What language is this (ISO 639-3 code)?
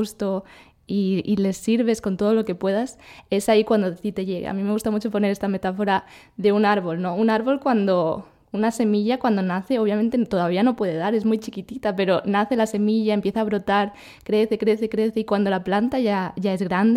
spa